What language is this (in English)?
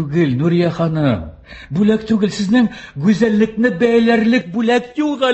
Tatar